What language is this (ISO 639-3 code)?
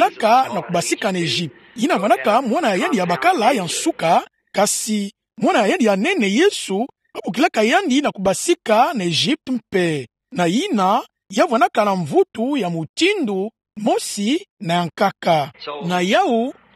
ktu